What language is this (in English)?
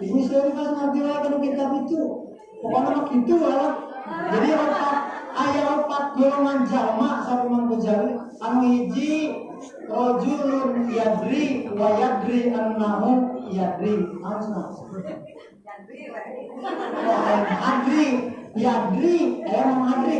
Sundanese